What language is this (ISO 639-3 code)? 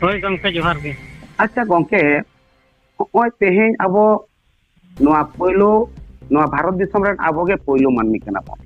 sat